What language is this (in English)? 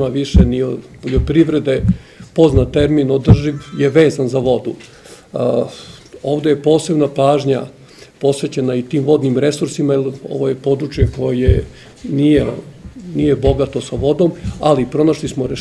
Serbian